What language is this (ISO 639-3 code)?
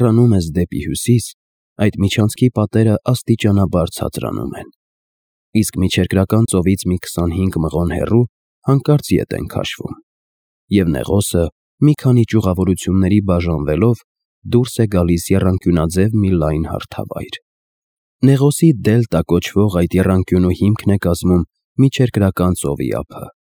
hye